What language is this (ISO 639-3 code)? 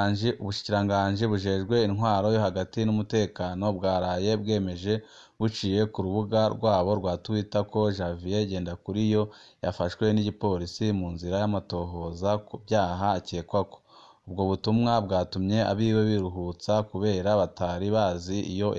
run